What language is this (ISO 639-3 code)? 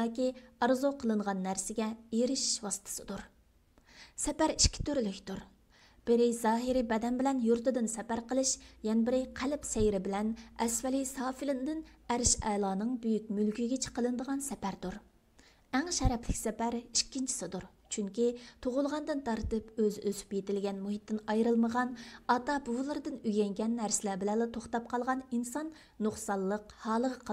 uig